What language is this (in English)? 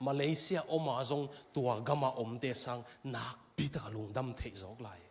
Tedim Chin